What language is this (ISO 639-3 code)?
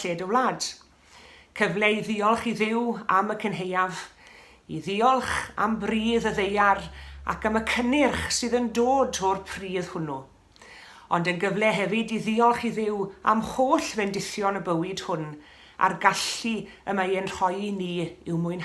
cym